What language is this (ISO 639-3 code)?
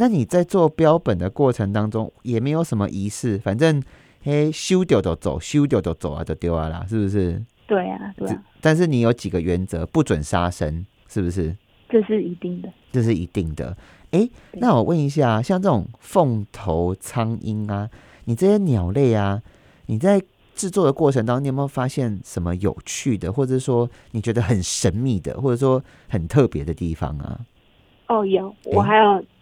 zho